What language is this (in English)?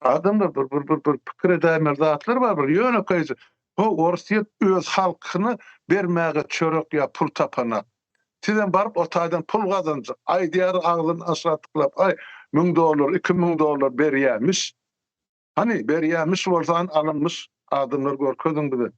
Turkmen